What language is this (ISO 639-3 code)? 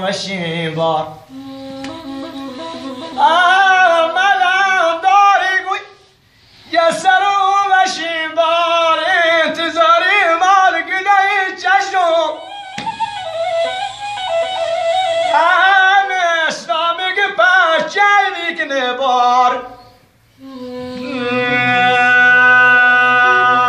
fas